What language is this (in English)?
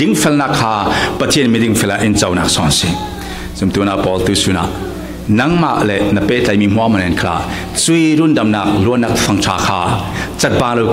Falam Chin